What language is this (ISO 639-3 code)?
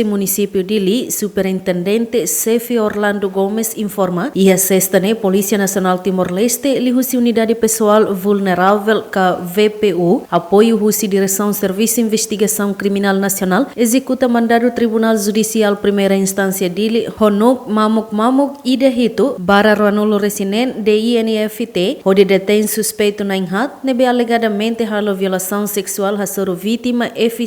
tet